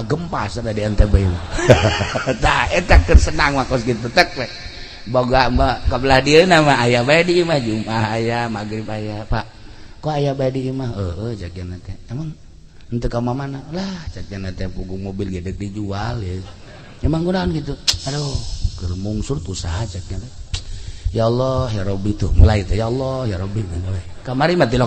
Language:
Sundanese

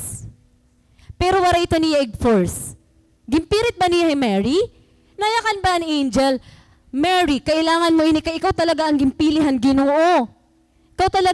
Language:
Waray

